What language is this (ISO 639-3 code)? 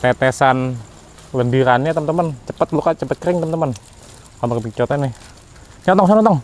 bew